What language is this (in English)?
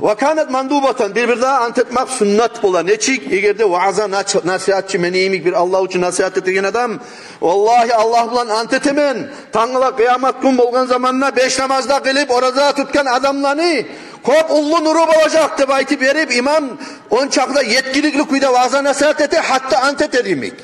Kumyk